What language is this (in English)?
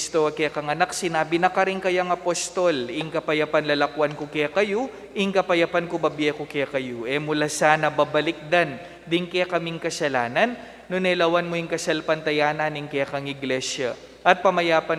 Pampanga